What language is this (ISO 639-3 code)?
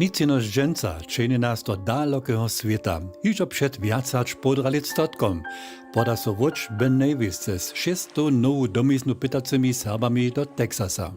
hsb